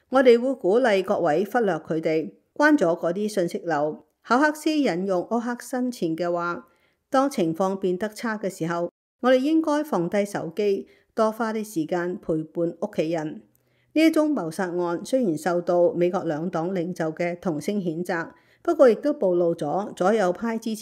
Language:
Cantonese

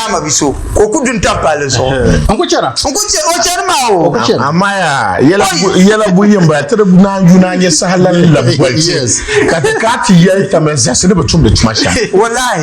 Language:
Dagbani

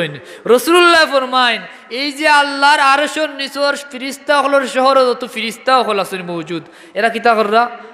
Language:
Sylheti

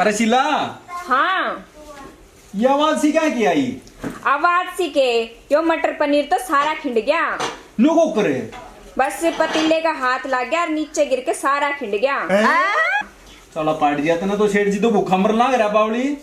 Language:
Haryanvi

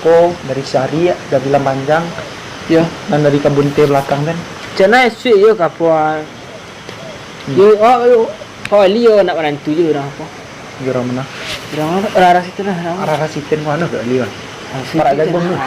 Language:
Minangkabau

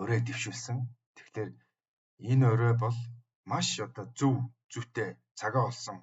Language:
Mongolian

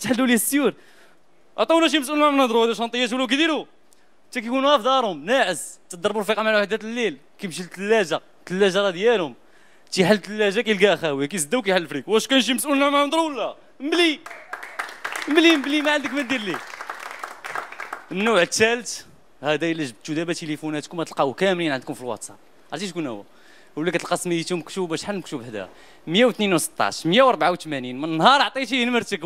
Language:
Moroccan Arabic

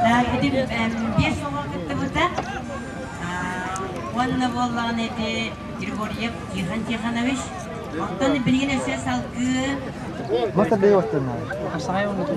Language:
Yakut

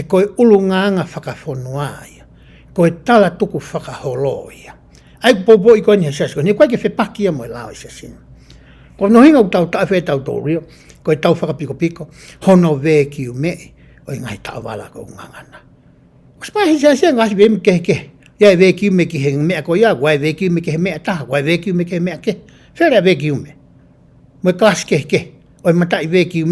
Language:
Tongan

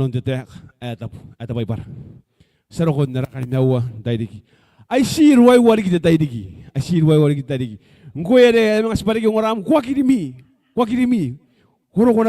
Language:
Gilbertese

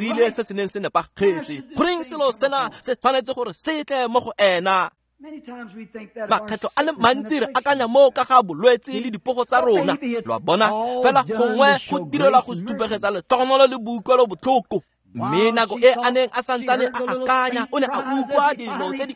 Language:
Tswana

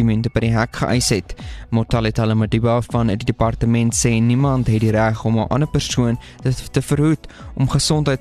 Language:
Afrikaans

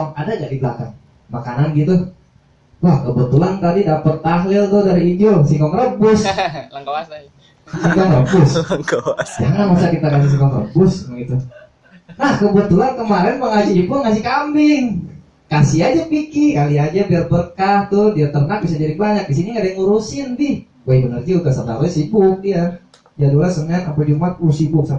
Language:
Betawi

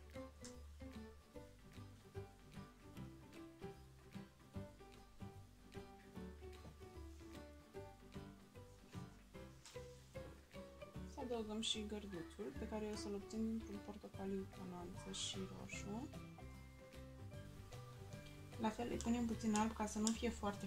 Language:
Romanian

